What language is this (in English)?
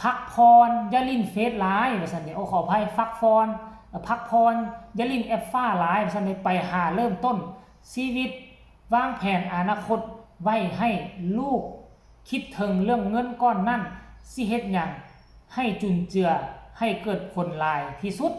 Lao